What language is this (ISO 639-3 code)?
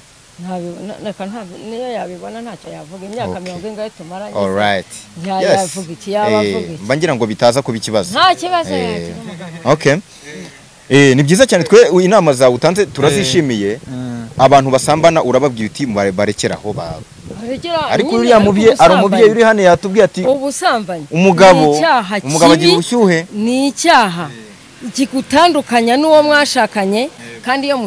kin